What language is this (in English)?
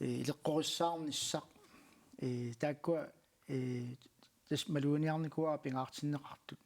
Kalaallisut